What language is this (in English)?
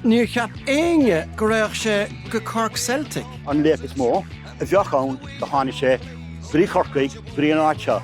Irish